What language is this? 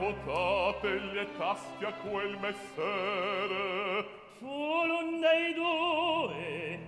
Italian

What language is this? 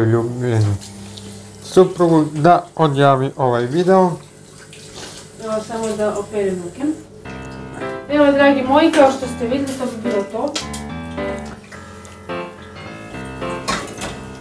Croatian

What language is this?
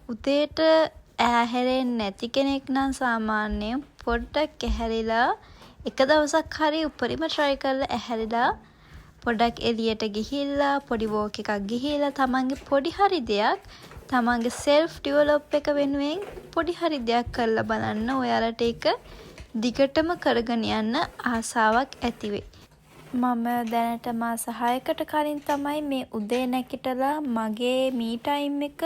Sinhala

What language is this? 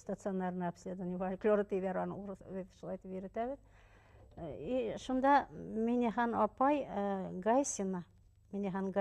Bashkir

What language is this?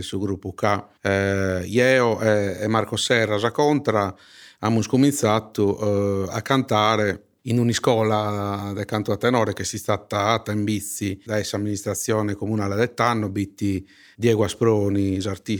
Sardinian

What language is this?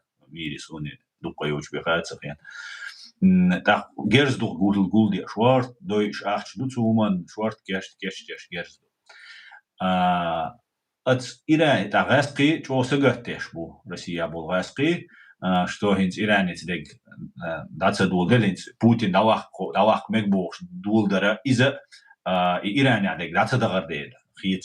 Chechen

